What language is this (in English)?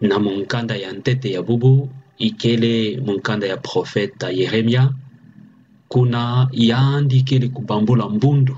Kituba (Democratic Republic of Congo)